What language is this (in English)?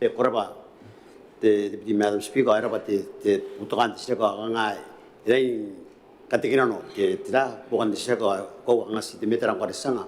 Gilbertese